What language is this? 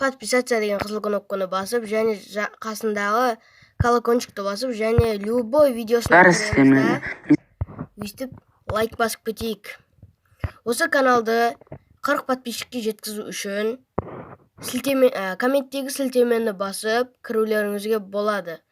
Kazakh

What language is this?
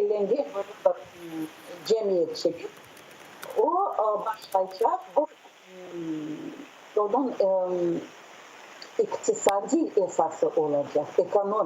Crimean Tatar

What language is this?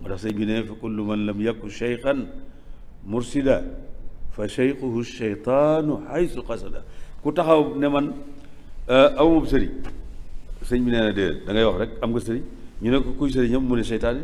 Wolof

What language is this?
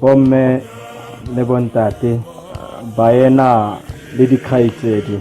Southern Sotho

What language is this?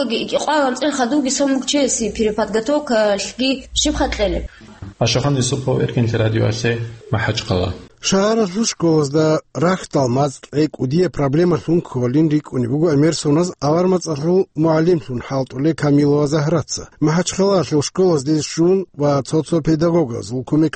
Avaric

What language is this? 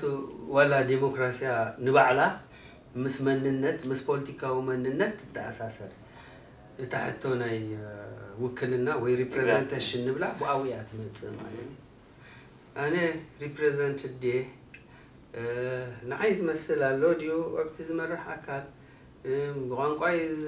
Tigrinya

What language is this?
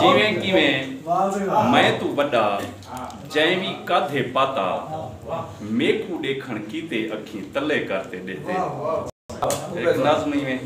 Saraiki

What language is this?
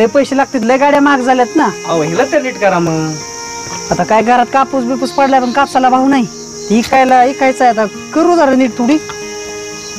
Marathi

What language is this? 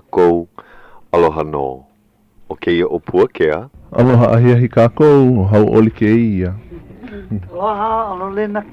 Hawaiian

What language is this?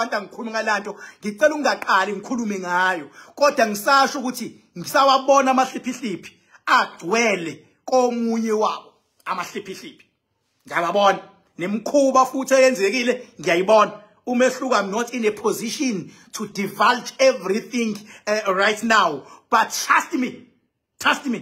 Zulu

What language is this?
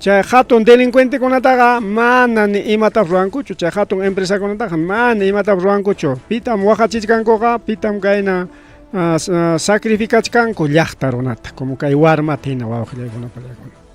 Ayacucho Quechua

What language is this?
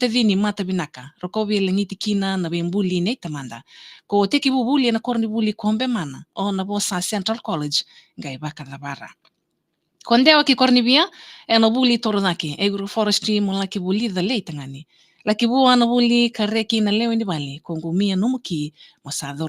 Fijian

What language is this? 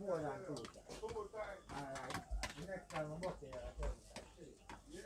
Jamaican Creole English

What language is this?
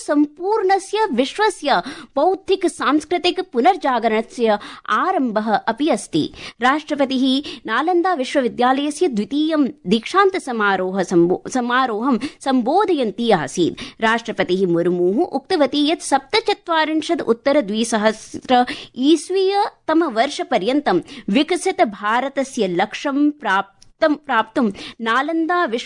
Sanskrit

